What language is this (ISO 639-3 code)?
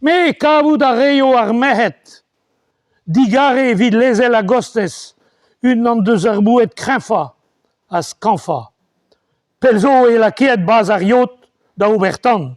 bre